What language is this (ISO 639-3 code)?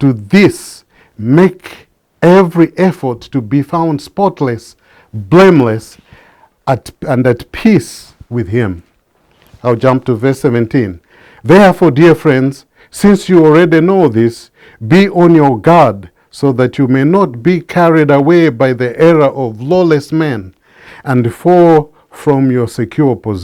eng